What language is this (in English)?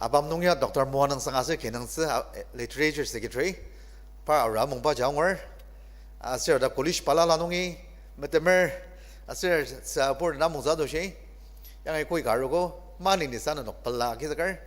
Ao Naga